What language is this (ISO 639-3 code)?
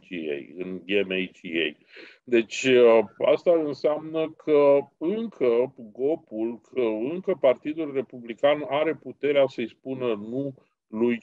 ron